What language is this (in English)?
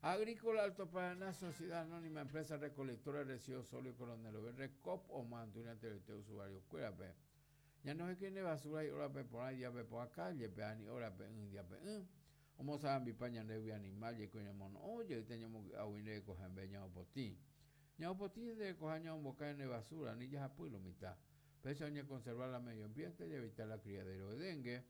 Guarani